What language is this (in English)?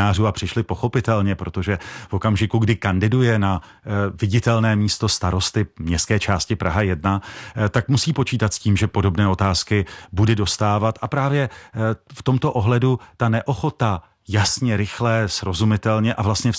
Czech